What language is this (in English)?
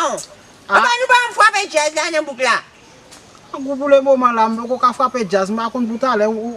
Haitian Creole